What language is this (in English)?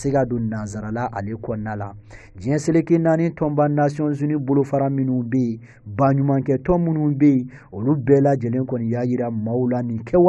Bambara